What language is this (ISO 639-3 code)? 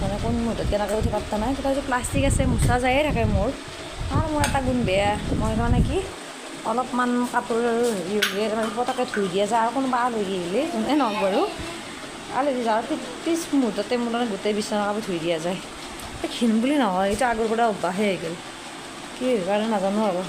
asm